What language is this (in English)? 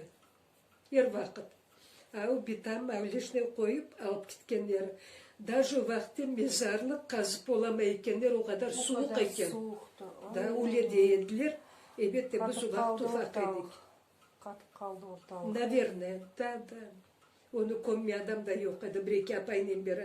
Crimean Tatar